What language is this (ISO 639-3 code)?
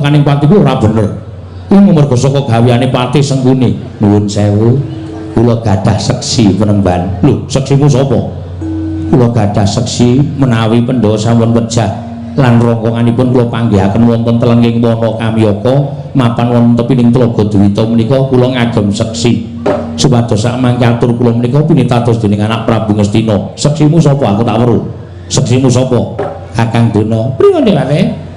jav